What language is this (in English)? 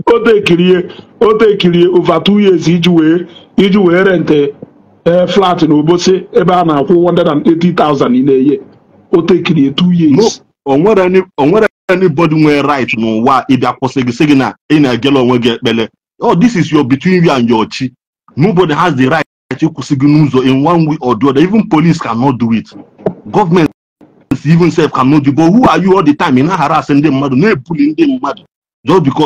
Igbo